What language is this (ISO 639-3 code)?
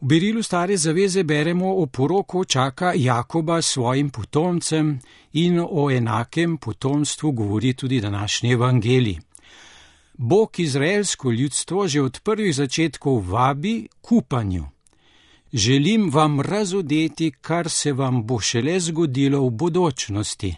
slv